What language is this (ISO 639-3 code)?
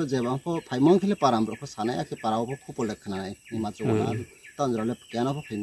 ria